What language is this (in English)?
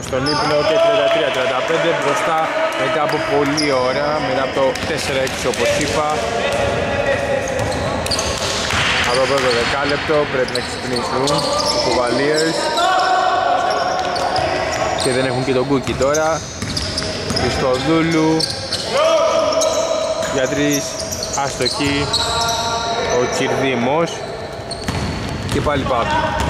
Greek